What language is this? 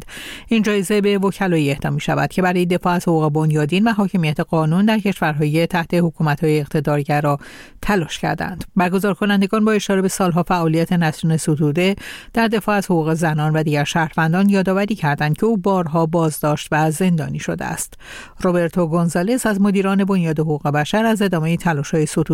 Persian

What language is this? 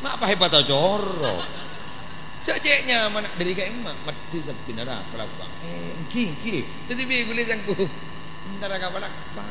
Madurese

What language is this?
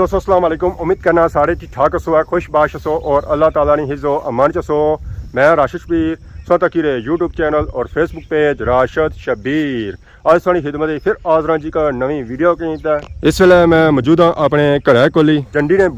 Pahari-Potwari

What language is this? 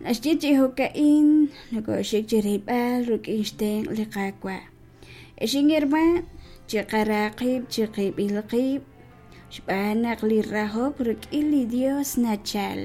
Kekchí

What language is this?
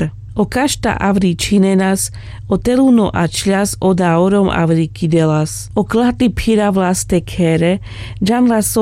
Carpathian Romani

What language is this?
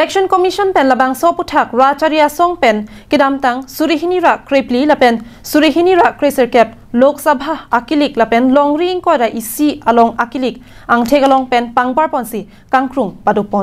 Karbi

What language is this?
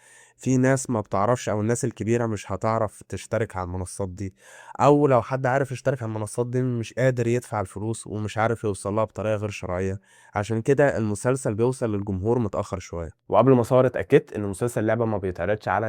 Egyptian Arabic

